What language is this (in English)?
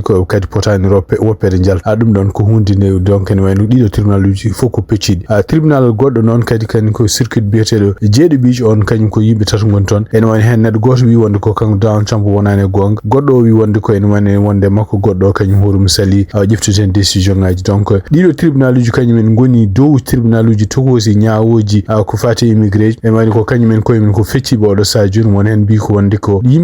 Fula